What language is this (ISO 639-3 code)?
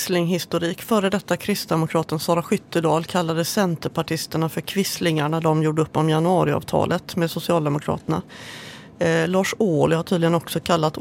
swe